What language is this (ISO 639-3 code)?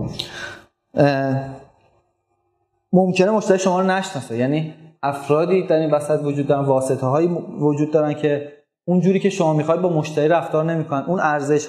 fas